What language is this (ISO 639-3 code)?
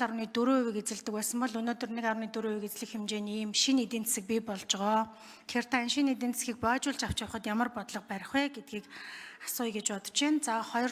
mon